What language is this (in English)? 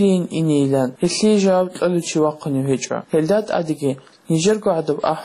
Avaric